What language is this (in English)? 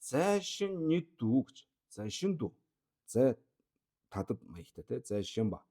Mongolian